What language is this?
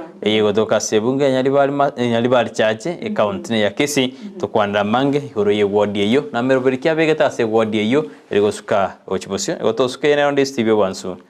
Gusii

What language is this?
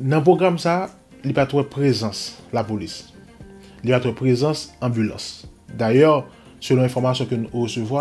Haitian Creole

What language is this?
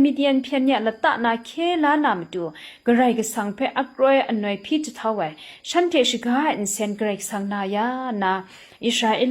Kachin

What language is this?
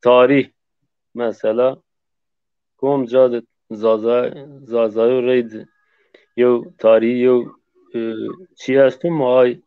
Zaza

